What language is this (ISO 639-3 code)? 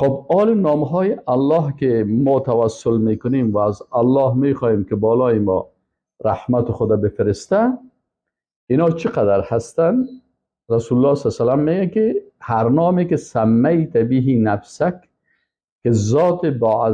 fas